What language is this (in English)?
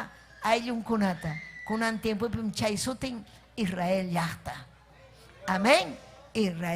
Ayacucho Quechua